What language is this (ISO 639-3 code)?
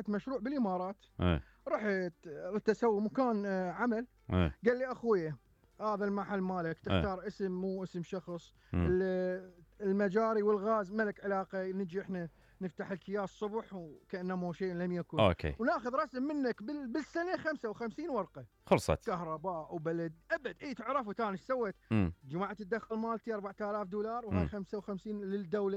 acm